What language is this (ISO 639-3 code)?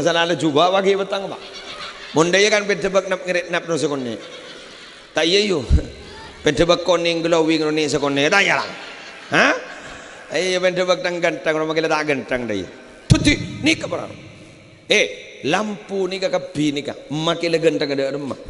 mad